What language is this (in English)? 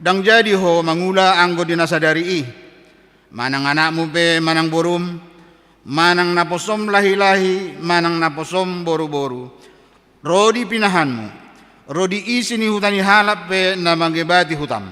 Batak Toba